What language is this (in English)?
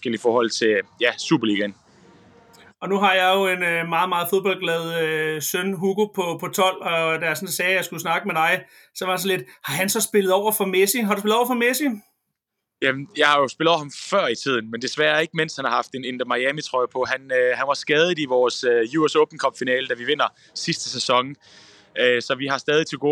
Danish